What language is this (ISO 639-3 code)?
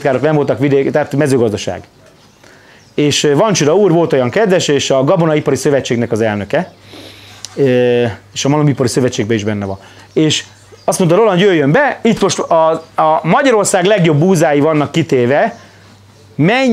hun